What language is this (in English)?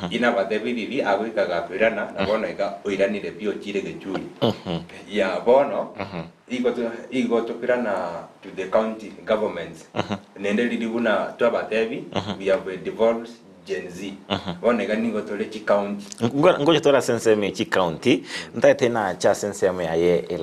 Gusii